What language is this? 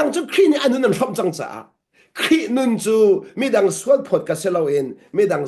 Hakha Chin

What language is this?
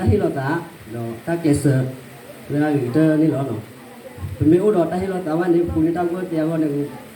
S'gaw Karen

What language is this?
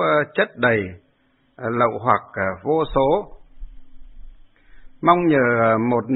Vietnamese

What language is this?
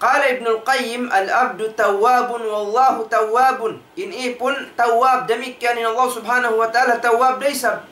Tausug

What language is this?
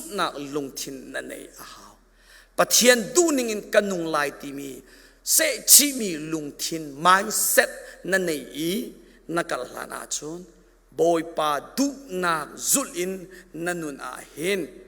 Hakha Chin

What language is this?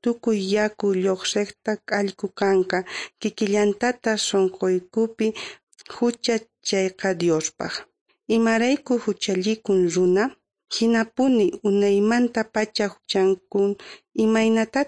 Quechua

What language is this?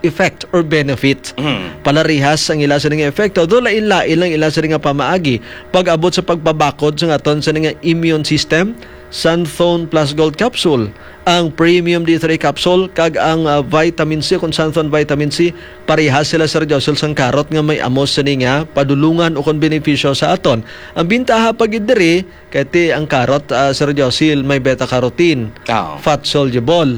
Hiligaynon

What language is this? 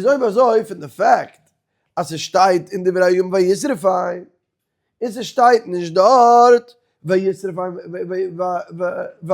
Yiddish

